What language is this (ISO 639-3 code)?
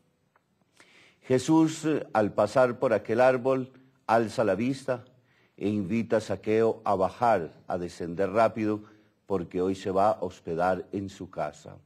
spa